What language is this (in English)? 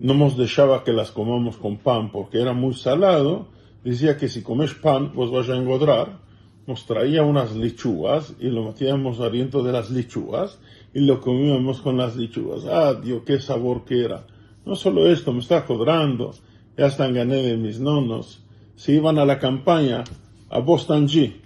Ladino